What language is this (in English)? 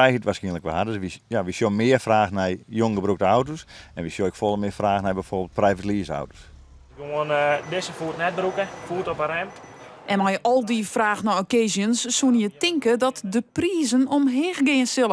Western Frisian